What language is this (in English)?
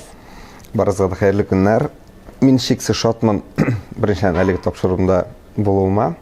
Tatar